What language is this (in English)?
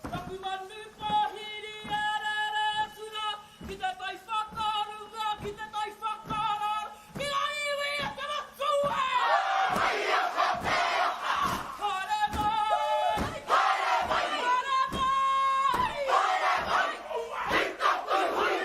Māori